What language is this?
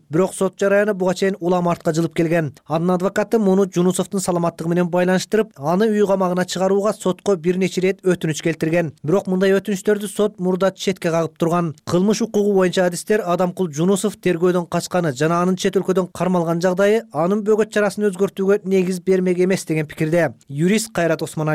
Kyrgyz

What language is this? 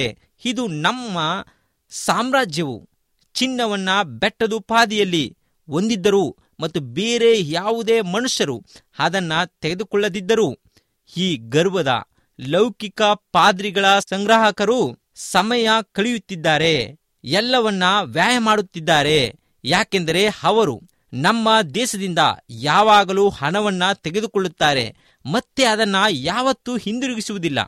Kannada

